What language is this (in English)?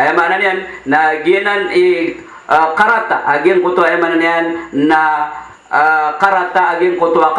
Maranao